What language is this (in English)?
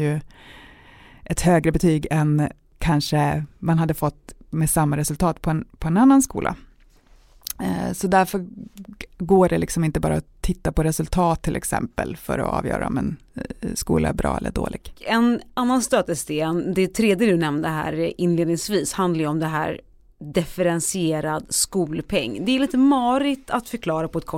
Swedish